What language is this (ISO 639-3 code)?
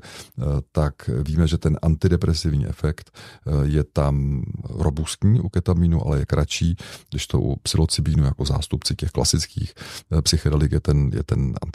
ces